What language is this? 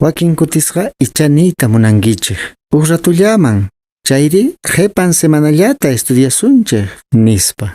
Quechua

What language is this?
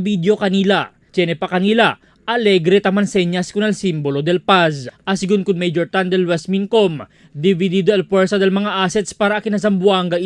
Chavacano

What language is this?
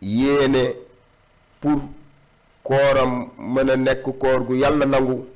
Wolof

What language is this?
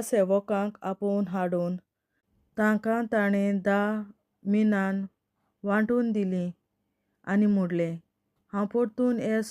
Konkani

